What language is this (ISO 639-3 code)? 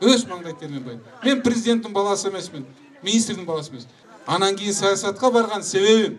kir